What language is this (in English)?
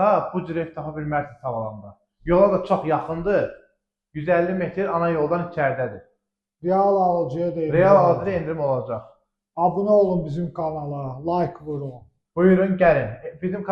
Azerbaijani